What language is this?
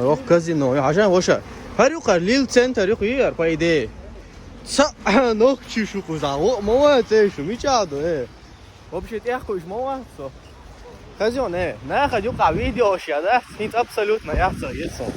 Chechen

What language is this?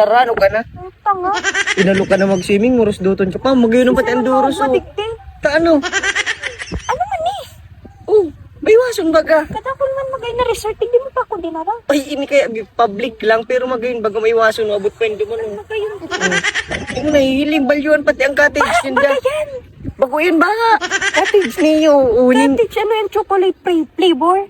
Bikol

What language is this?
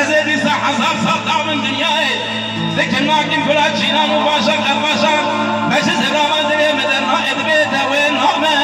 Kurdish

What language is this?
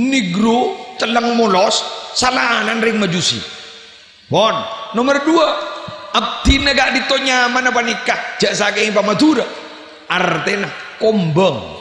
Madurese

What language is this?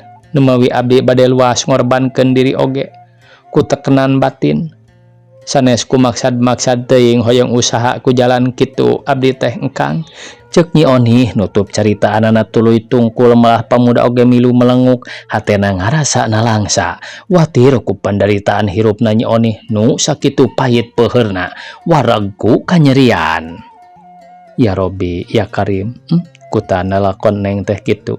Sundanese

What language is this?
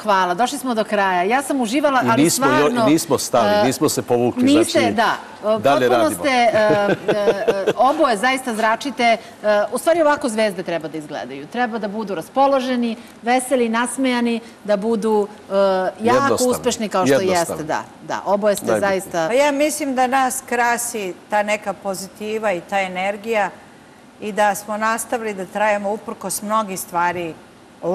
Serbian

